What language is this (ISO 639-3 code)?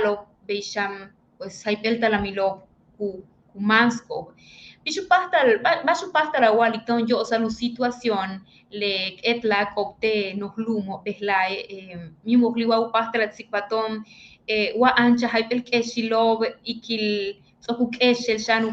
yua